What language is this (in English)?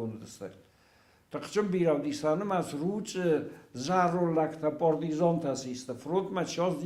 Ossetic